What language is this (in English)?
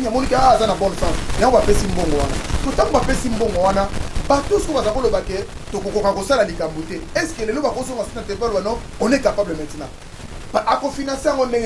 Lingala